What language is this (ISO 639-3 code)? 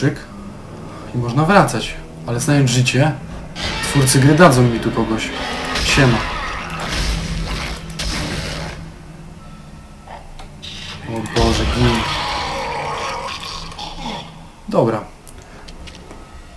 pol